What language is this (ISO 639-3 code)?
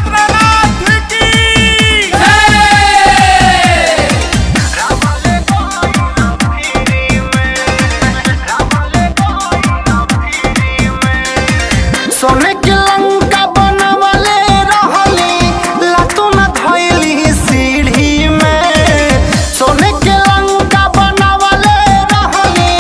bho